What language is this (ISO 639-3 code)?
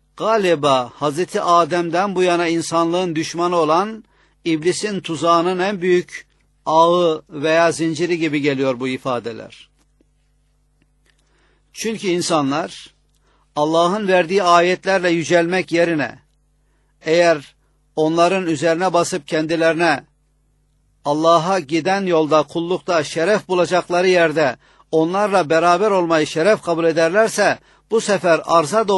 tur